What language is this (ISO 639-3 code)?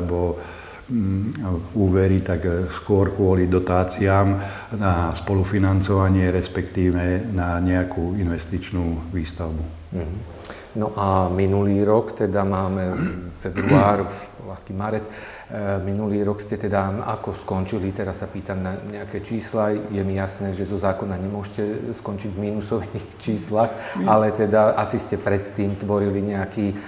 slk